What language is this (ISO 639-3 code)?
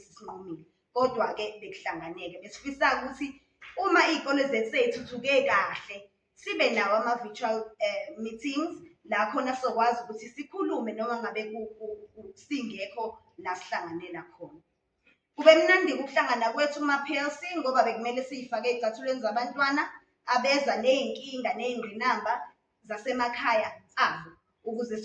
zul